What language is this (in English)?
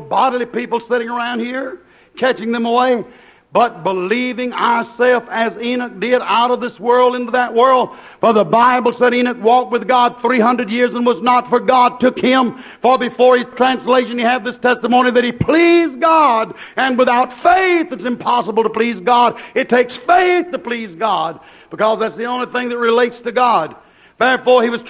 English